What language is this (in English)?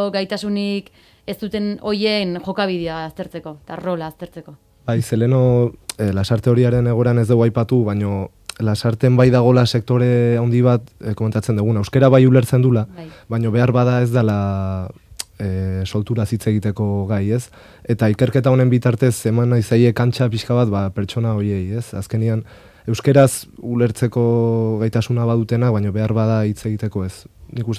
Basque